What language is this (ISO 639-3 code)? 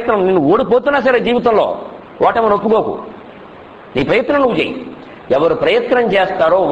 tel